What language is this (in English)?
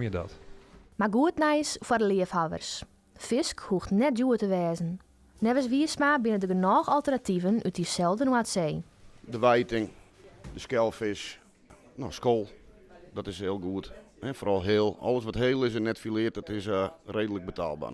Western Frisian